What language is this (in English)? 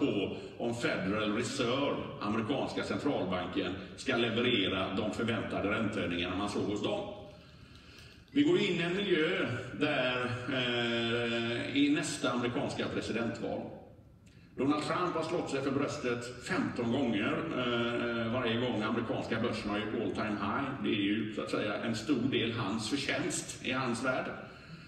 Swedish